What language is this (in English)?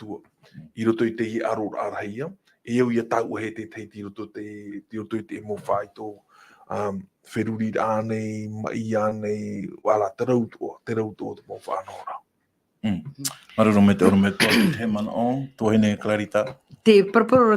Tahitian